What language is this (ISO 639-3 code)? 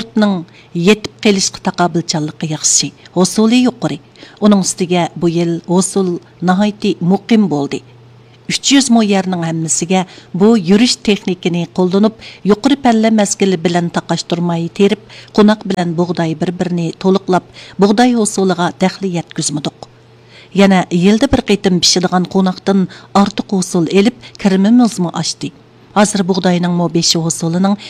uig